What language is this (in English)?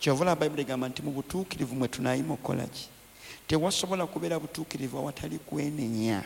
Ganda